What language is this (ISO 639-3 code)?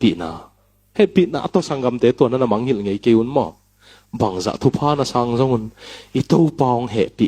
ctd